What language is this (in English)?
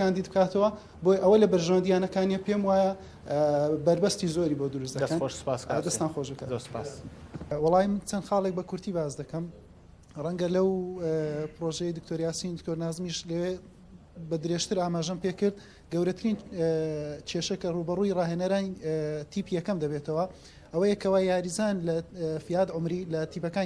Central Kurdish